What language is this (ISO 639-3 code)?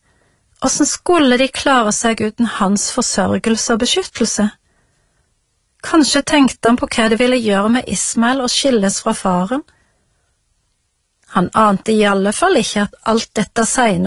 nor